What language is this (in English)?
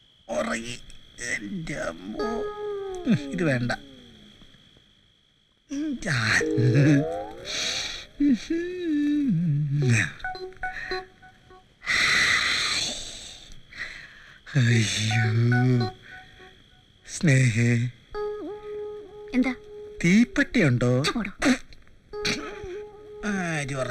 Malayalam